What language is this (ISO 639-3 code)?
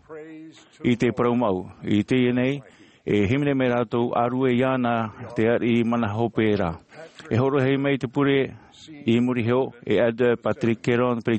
tah